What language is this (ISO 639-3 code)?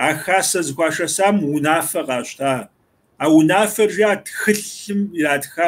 kbd